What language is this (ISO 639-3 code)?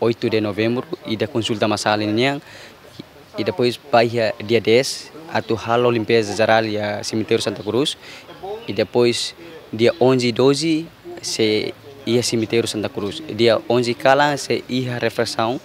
tet